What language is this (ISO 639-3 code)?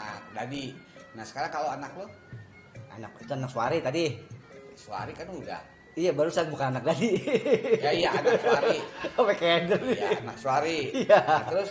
bew